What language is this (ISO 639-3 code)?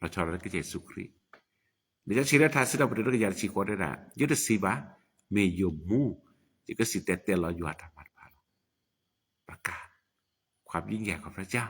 ksw